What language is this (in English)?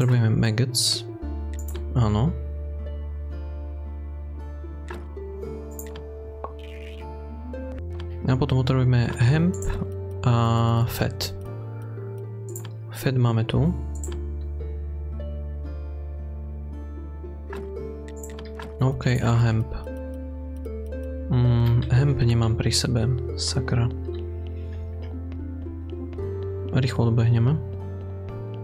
Slovak